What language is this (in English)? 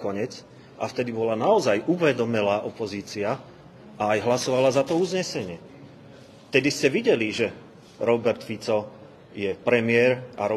Slovak